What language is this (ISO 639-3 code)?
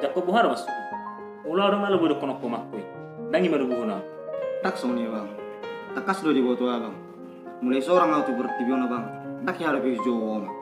bbc